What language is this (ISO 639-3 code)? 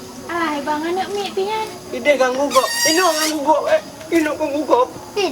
ace